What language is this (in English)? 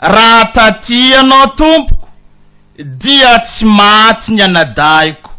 Malagasy